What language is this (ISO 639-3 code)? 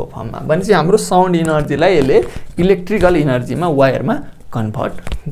nep